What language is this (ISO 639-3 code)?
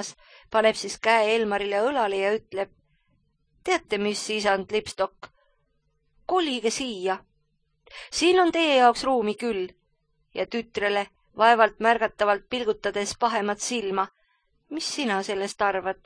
est